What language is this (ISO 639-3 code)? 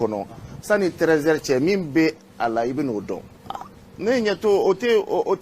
bam